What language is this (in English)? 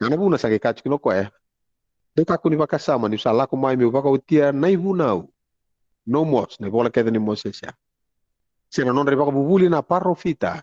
Fijian